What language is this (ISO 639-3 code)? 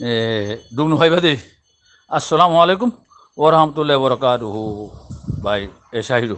rhg